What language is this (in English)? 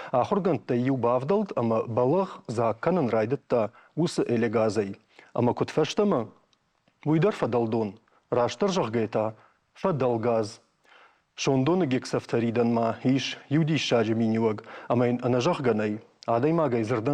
Ossetic